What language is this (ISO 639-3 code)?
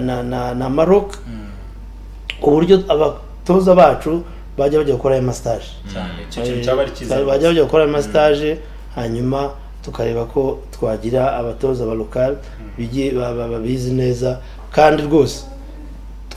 kin